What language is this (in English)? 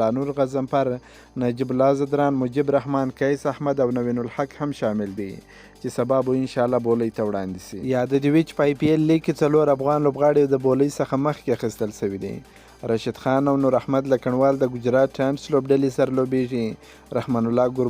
Pashto